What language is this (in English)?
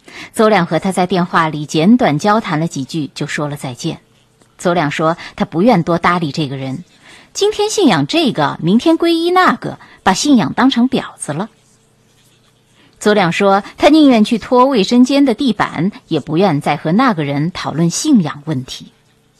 Chinese